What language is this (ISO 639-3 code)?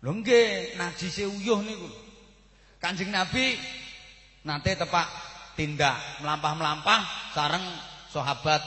jav